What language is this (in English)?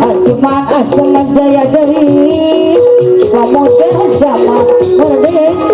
Betawi